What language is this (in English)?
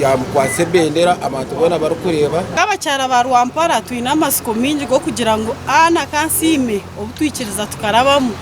Nyankole